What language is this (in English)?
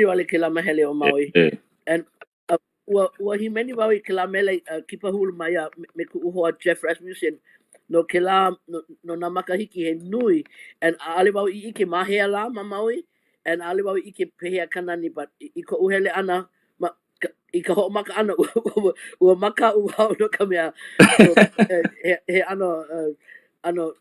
Hawaiian